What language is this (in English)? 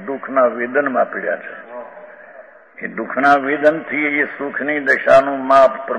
Gujarati